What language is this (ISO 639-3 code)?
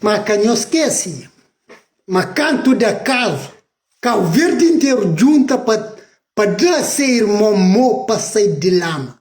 kea